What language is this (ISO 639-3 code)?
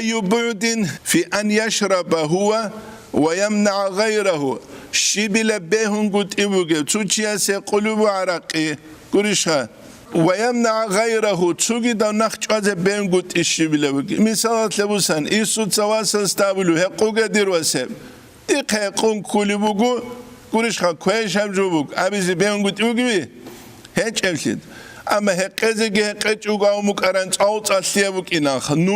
ava